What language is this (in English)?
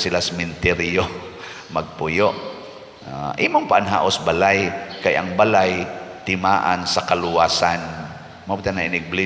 Cebuano